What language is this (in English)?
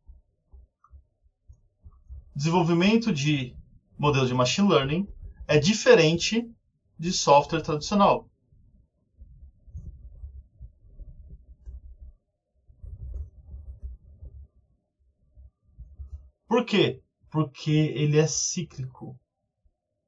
Portuguese